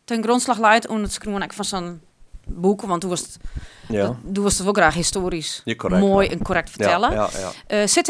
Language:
Western Frisian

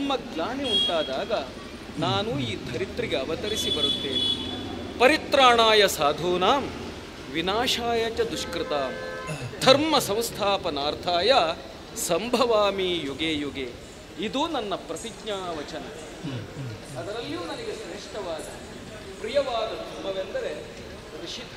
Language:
Kannada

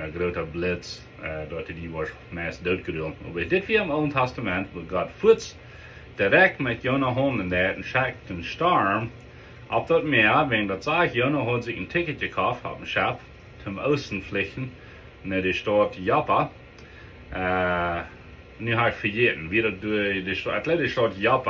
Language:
Plautdietsch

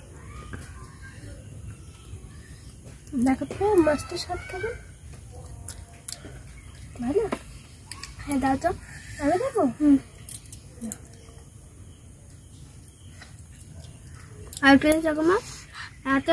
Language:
Bangla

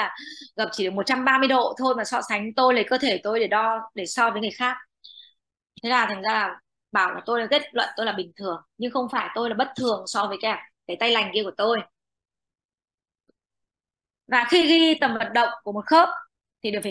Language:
Vietnamese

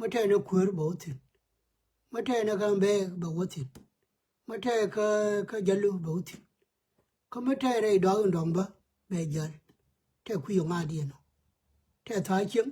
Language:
Nuer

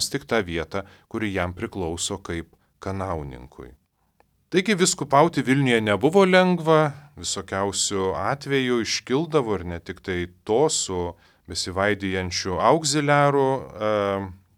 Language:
Lithuanian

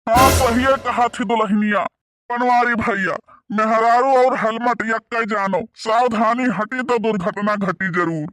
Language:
Awadhi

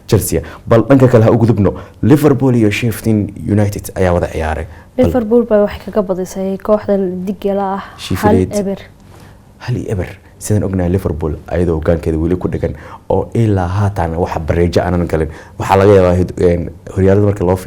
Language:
Somali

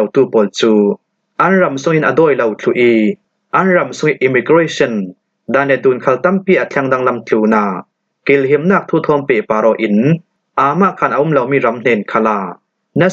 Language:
Falam Chin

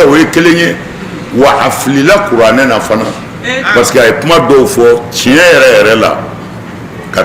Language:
Bambara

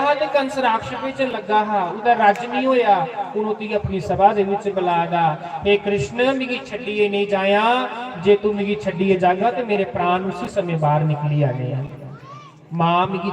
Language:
Dogri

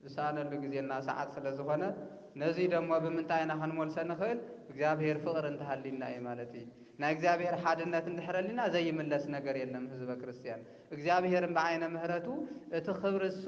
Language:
Tigrinya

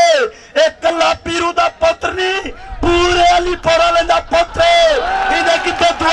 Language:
Saraiki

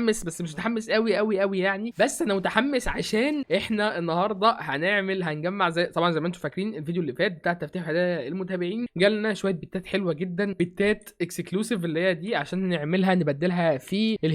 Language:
Egyptian Arabic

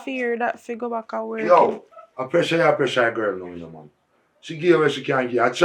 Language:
Jamaican Creole English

